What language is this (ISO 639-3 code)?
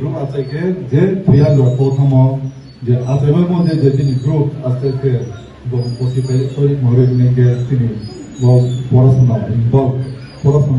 ria